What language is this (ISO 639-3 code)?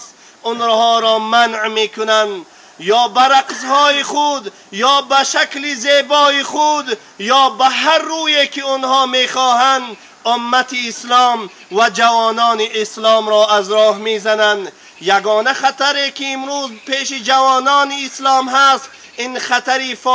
tgk